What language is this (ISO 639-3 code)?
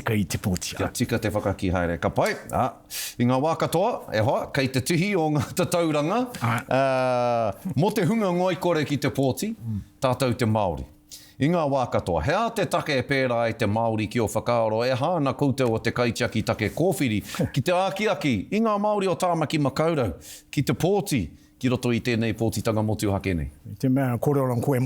mri